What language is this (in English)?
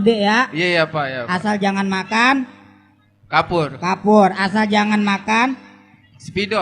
Betawi